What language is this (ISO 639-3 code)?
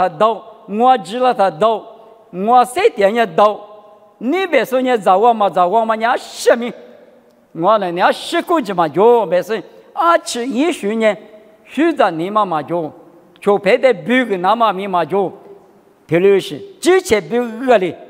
lis